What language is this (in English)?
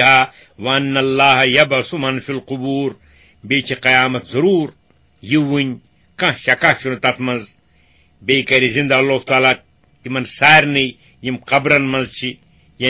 Kashmiri